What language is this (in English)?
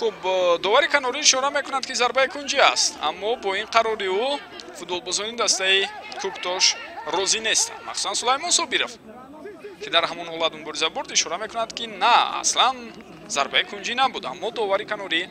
Tajik